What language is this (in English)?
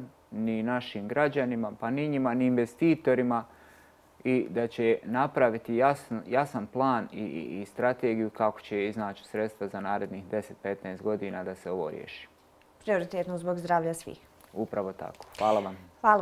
Bosnian